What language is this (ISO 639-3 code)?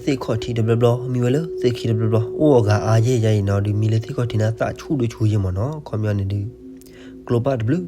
ksw